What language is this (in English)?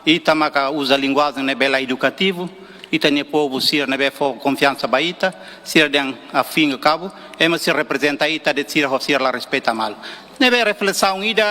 Tetum